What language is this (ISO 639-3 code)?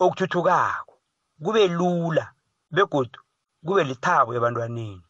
nbl